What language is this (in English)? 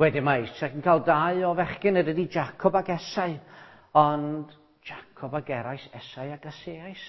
Welsh